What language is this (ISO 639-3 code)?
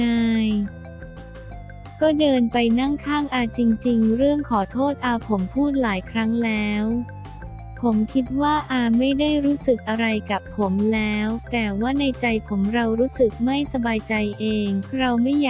tha